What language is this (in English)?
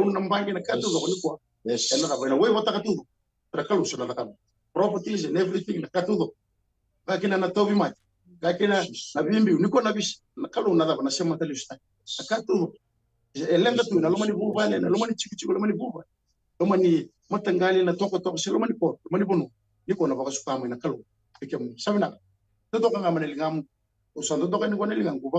Fijian